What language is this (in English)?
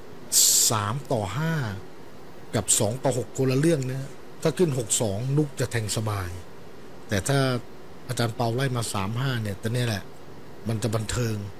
Thai